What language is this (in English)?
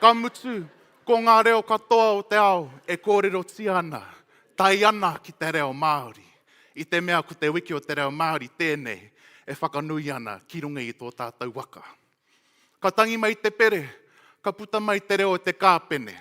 Māori